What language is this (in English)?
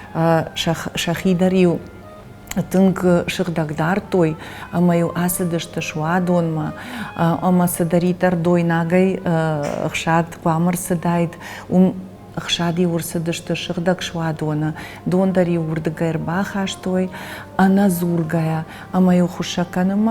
Ossetic